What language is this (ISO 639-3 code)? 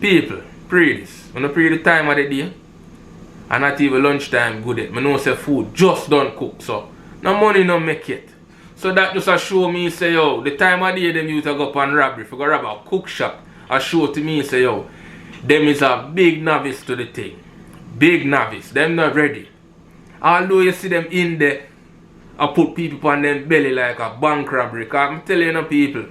jam